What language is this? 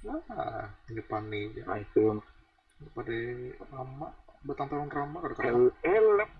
Banjar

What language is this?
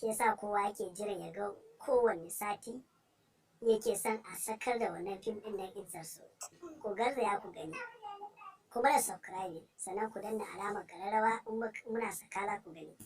Hausa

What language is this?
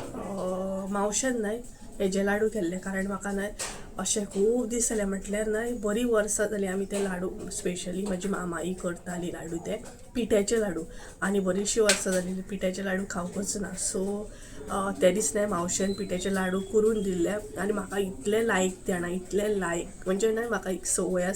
Konkani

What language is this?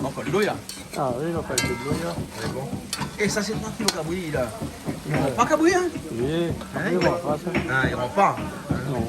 Réunion Creole French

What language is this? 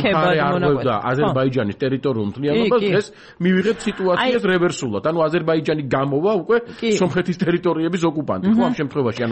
Georgian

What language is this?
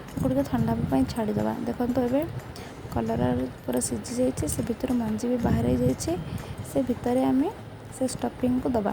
Odia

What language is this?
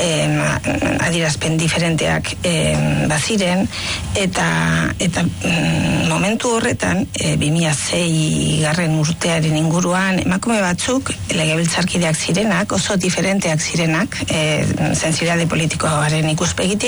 Basque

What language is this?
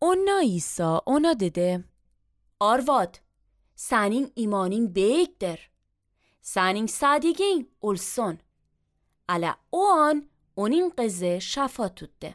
Azerbaijani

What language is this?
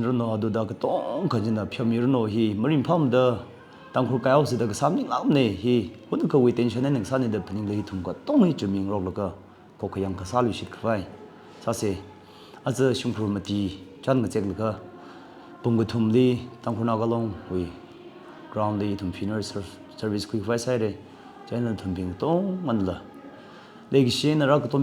Tangkhul Naga (India)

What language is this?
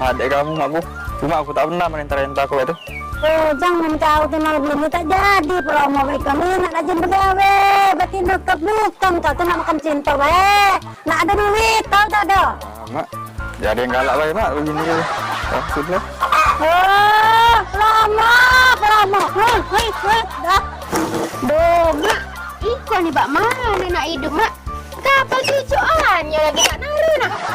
Musi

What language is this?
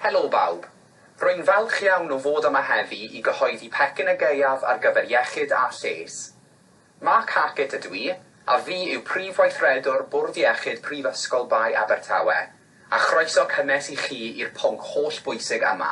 Welsh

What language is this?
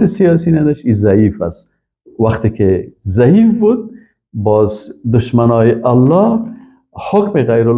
Persian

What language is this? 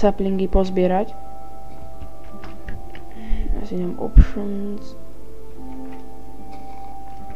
Slovak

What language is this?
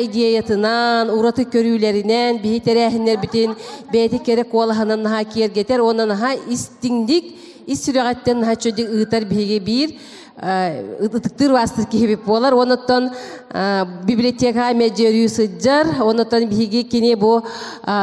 Yakut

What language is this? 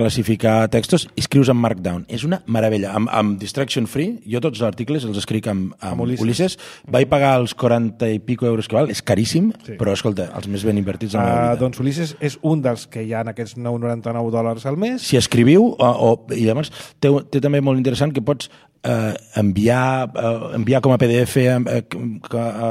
Catalan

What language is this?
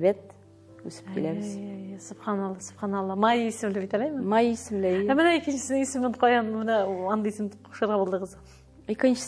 Tatar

